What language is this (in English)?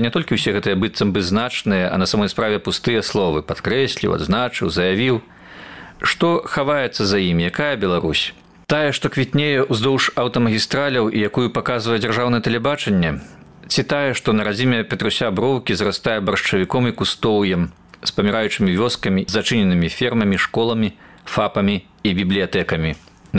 Belarusian